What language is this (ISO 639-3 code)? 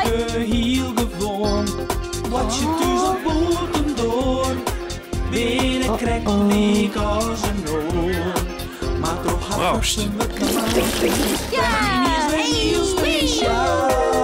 fry